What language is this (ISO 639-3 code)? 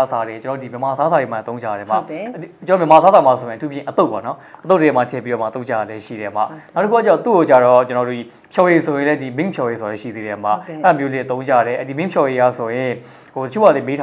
mya